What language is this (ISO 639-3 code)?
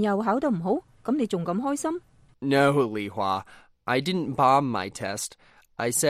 yue